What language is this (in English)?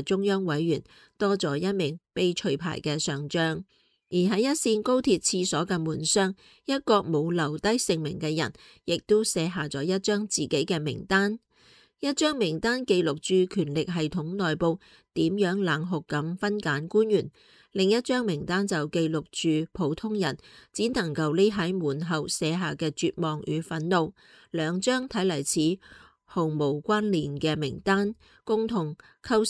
Cantonese